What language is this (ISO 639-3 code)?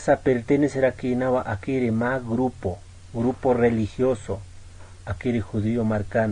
aym